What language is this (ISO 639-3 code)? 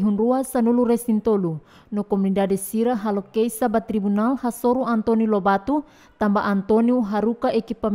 tet